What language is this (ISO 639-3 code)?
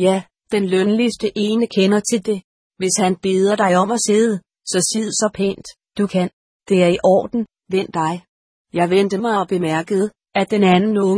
dan